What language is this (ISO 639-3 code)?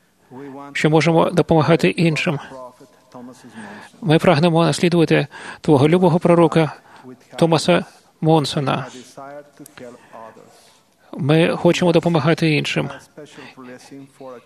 ukr